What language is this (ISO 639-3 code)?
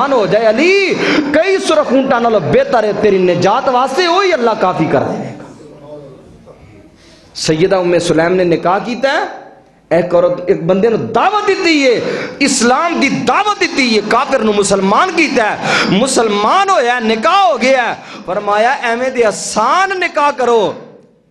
lah